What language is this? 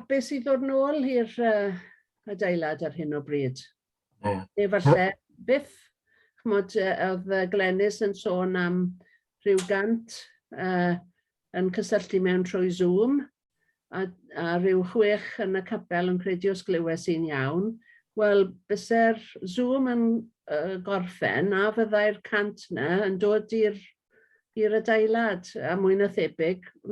Welsh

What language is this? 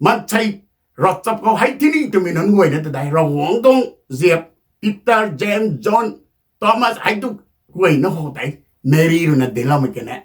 Rongmei Naga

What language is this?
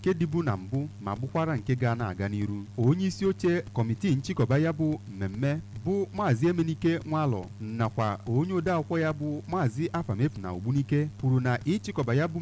Igbo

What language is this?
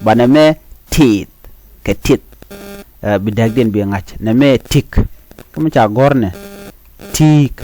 Nuer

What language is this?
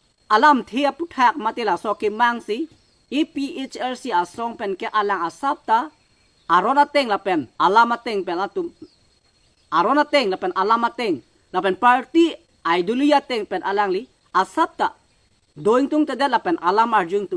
Karbi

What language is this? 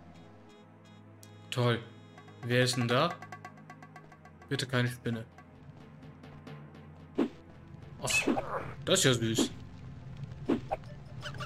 German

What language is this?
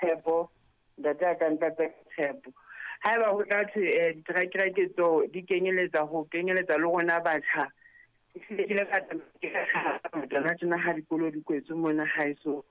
Southern Sotho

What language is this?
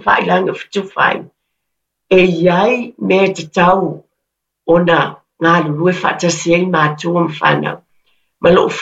Samoan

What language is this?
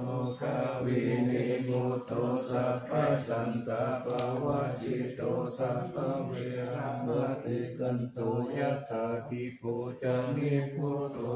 Pali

